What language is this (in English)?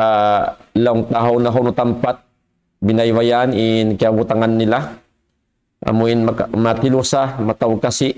Tausug